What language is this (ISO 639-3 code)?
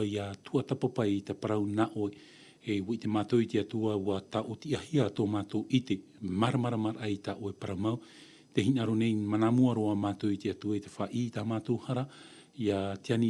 tah